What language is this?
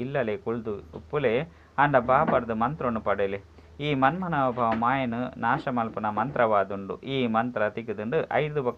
Tulu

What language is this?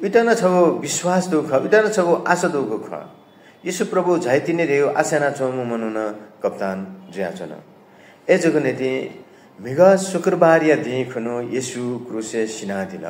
Newari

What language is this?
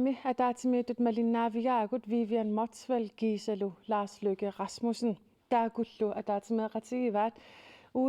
Kalaallisut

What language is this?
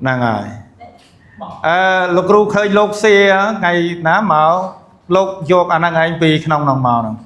Khmer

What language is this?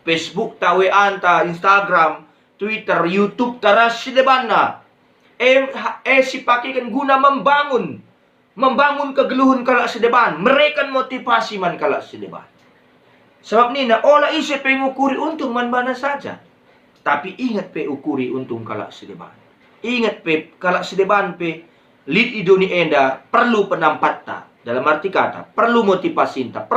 Batak Karo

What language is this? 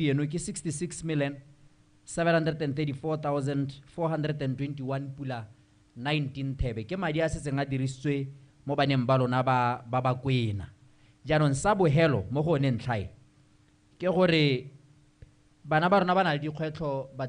Tswana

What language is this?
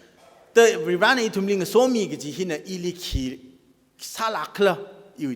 Tangkhul Naga (India)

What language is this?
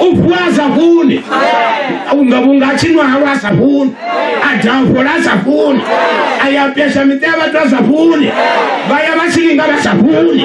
Venda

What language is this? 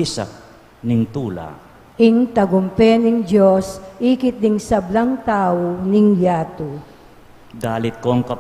Pampanga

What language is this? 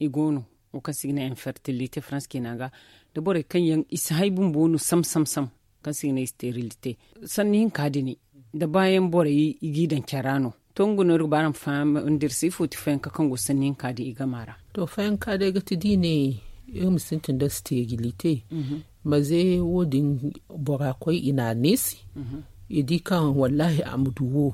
Zarma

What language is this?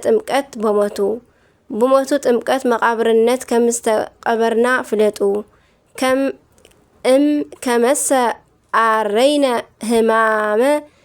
Tigrinya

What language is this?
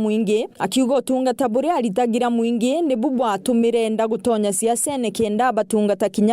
Meru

